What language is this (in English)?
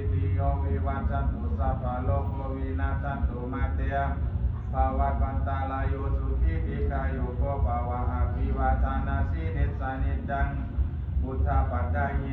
Pali